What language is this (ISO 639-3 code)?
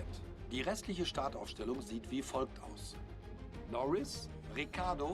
gsw